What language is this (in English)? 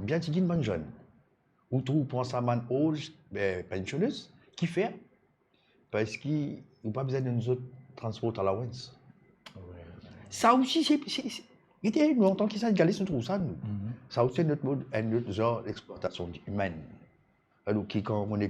Morisyen